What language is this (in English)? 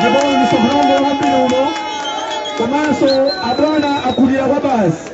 Nyanja